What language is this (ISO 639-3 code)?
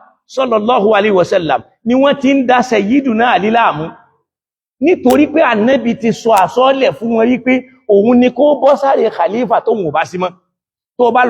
yor